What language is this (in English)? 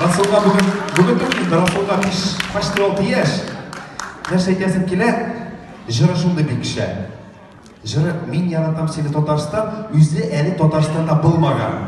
Tatar